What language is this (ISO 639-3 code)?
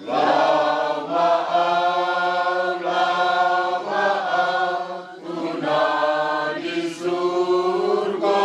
bbc